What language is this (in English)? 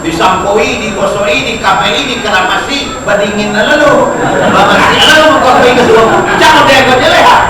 Minangkabau